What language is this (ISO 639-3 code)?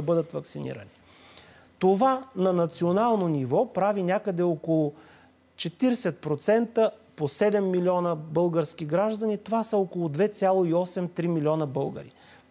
bul